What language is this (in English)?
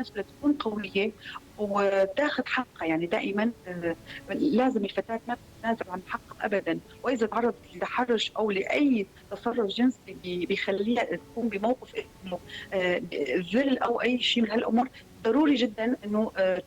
North Levantine Arabic